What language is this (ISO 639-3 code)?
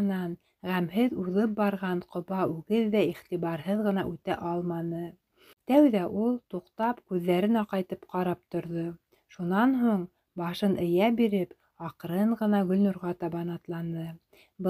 bak